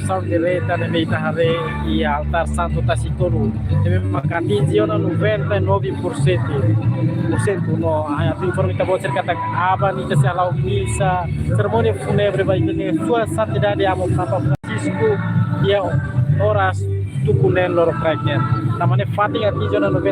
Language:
Tetum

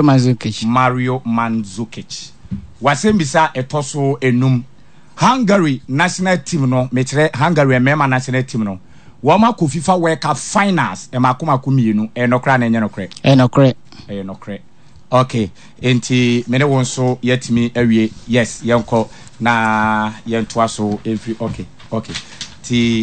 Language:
Akan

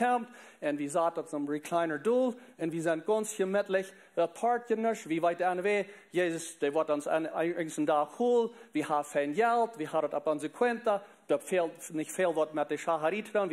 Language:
Plautdietsch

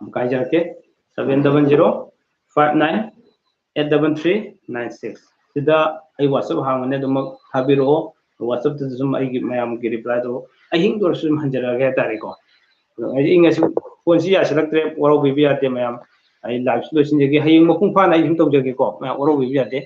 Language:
Manipuri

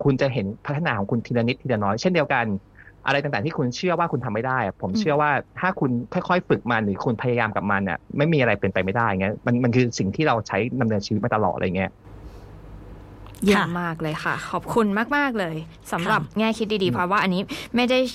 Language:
Thai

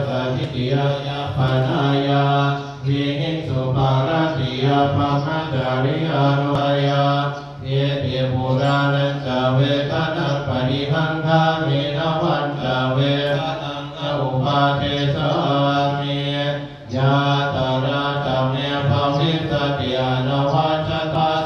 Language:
Pali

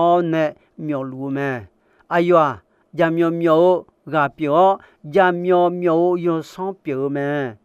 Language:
Akha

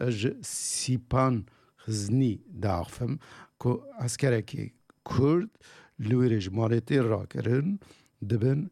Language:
Kurdish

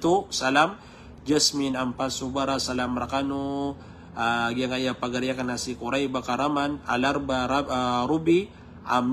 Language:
Maranao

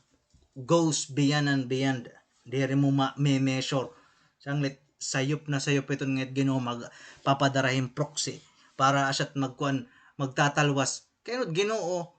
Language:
Waray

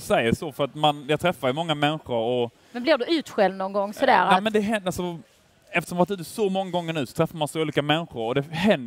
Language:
Swedish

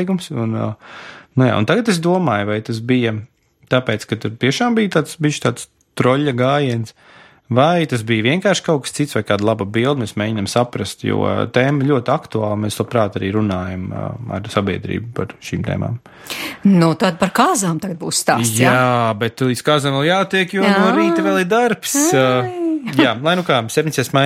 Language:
Latvian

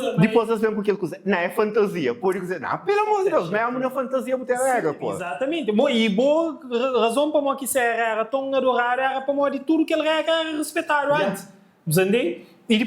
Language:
Kabuverdianu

